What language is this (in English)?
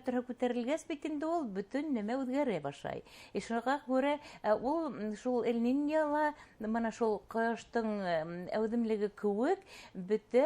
Bashkir